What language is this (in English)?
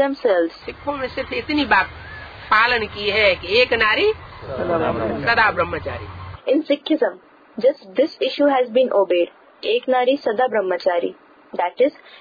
Hindi